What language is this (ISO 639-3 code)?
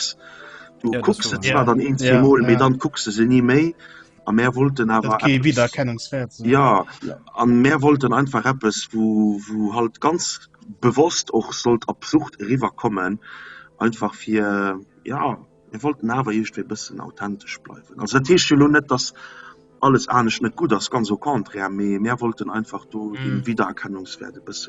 ltz